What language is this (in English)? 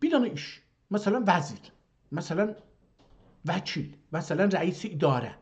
South Azerbaijani